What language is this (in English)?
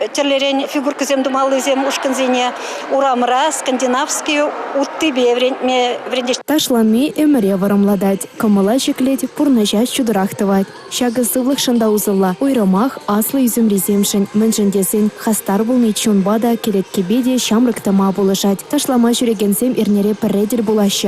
Chuvash